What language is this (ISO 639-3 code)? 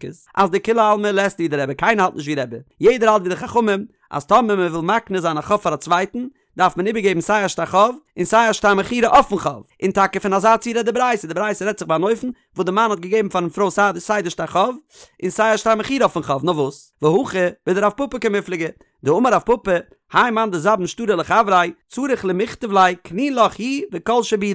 yid